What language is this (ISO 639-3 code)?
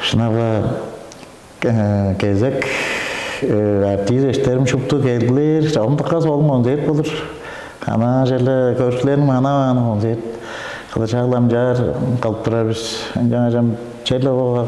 tyv